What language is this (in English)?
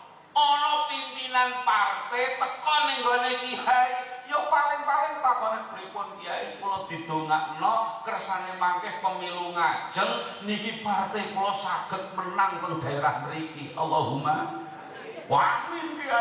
Javanese